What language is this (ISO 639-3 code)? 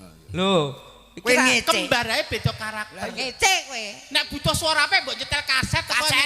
jav